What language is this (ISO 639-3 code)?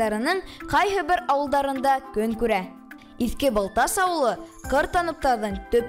bak